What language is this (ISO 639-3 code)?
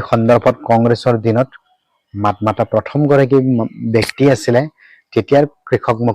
asm